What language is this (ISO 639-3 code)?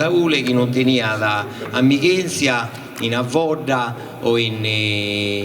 srd